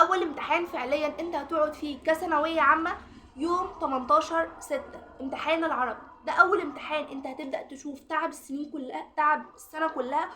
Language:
Egyptian Arabic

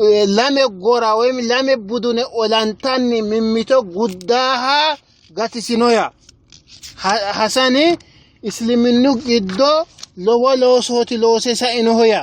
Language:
Sidamo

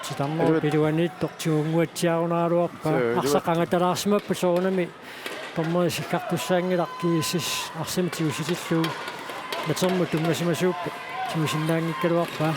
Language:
Kalaallisut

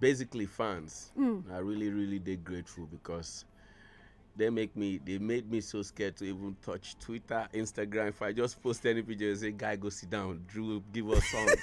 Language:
Nigerian Pidgin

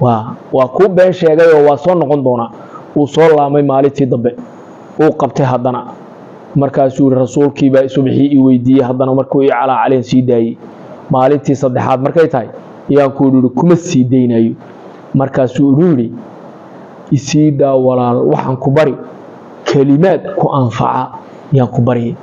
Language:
Somali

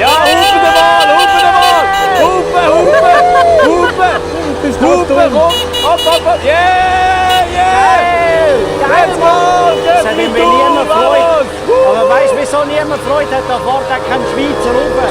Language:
Swiss German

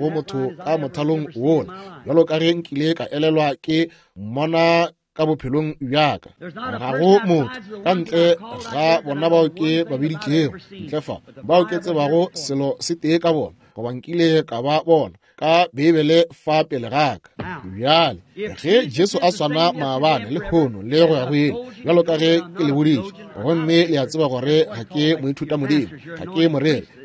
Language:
Northern Sotho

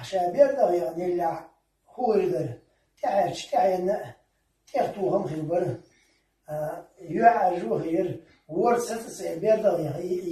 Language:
Chechen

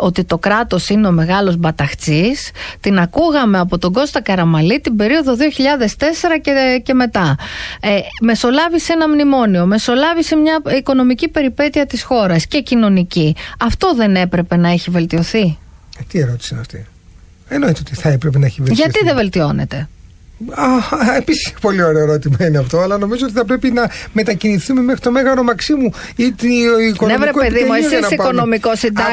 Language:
Greek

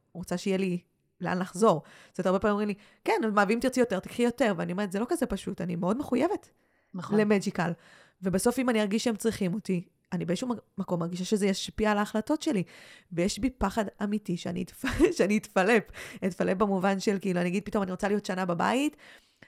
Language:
Hebrew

